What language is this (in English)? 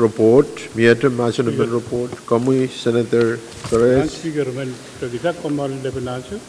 Pohnpeian